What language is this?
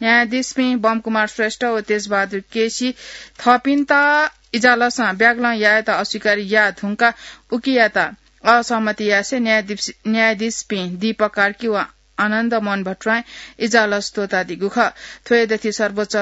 Newari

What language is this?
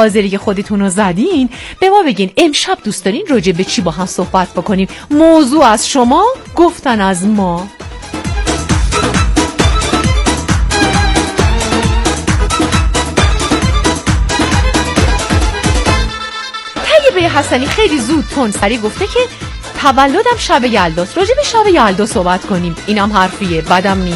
Persian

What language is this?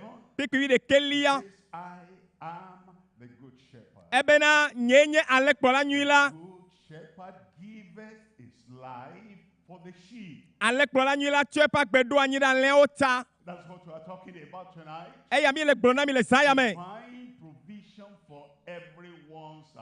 Ewe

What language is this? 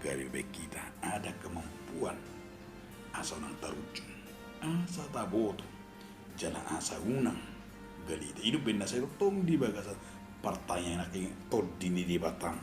Batak Toba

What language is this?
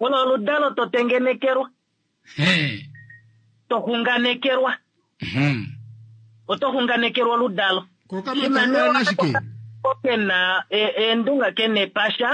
Kuanyama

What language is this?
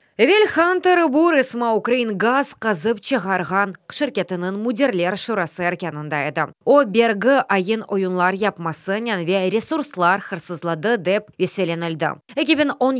Crimean Tatar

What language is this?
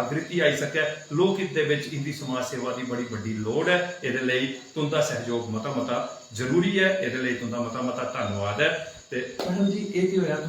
Dogri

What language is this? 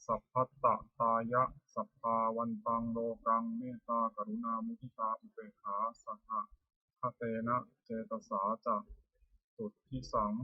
Pali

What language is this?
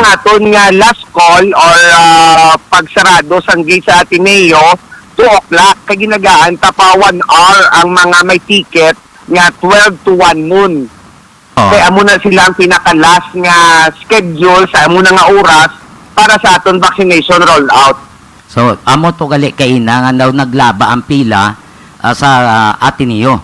Hiligaynon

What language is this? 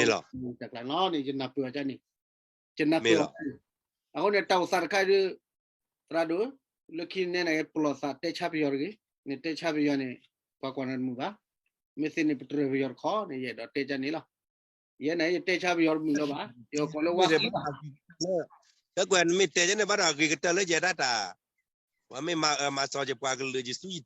S'gaw Karen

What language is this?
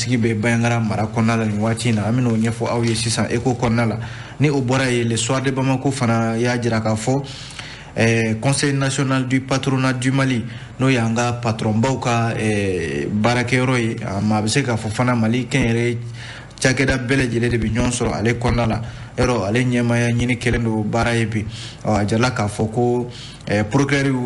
Bambara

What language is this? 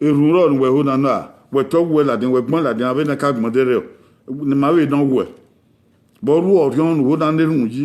Bini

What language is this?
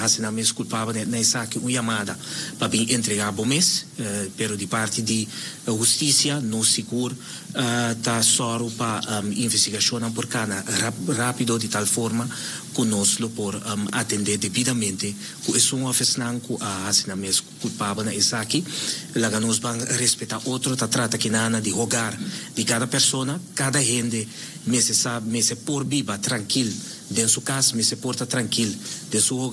Papiamento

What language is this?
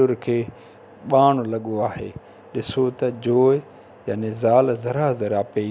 Sindhi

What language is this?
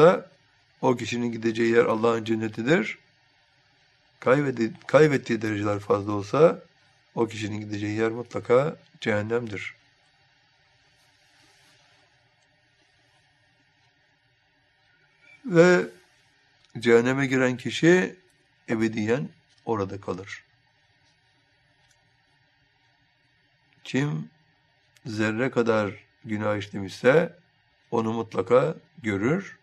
Turkish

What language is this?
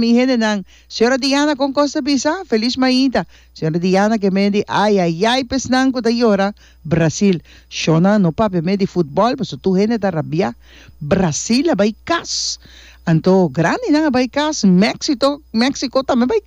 Papiamento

